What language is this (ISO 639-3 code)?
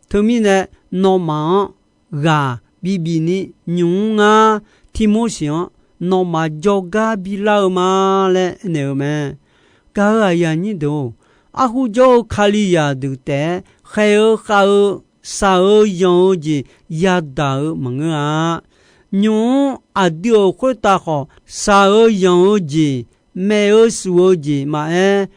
ahk